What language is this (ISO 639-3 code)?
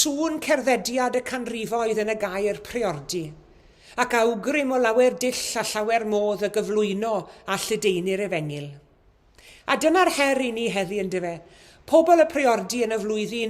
cym